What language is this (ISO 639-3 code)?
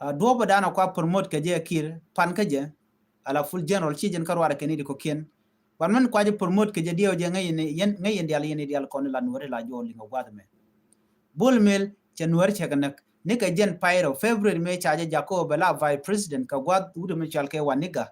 nus